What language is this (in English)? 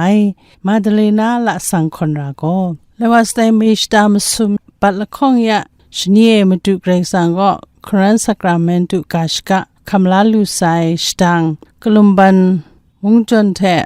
Kachin